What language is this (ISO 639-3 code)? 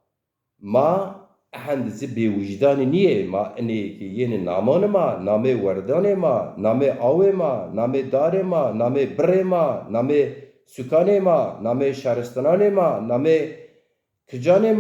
zza